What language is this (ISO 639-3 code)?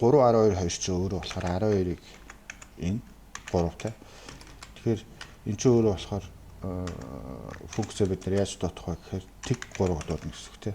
mon